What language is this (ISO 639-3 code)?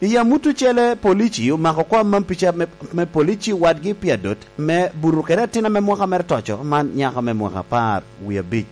laj